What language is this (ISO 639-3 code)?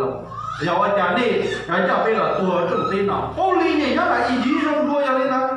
hmn